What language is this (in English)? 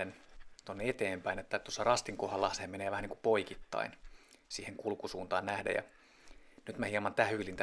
Finnish